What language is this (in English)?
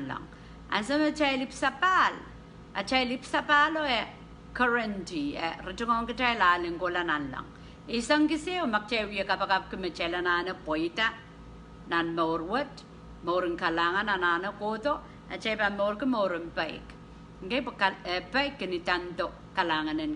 Pohnpeian